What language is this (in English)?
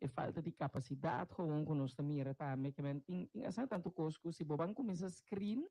Papiamento